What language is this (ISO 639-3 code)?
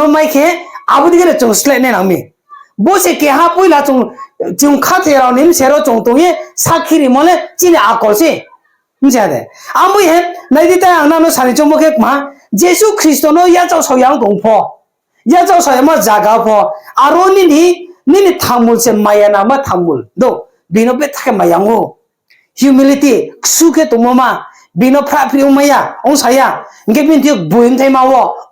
ria